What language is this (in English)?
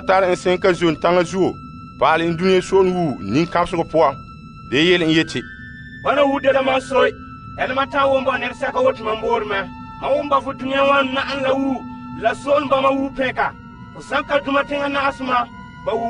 Frafra